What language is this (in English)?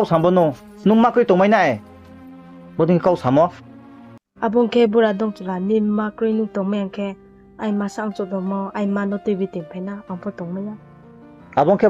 Riang (India)